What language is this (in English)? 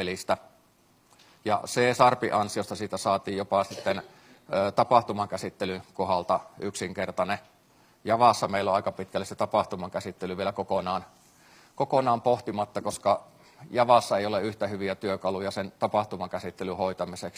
Finnish